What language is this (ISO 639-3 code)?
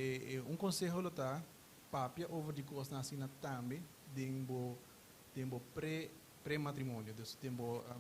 pap